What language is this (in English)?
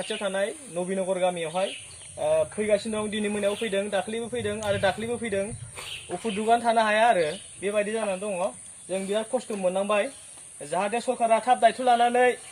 Bodo